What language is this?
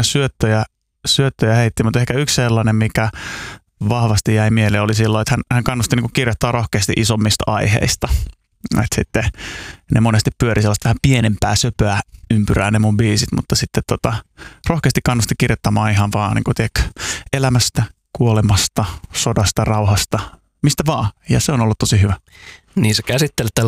Finnish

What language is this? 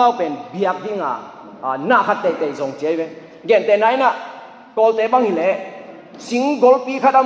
Tedim Chin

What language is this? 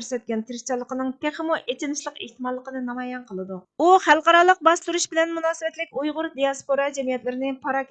Uyghur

